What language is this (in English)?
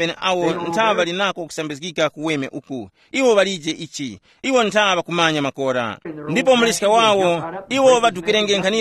Tumbuka